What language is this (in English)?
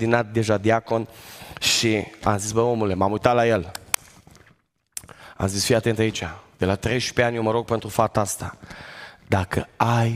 Romanian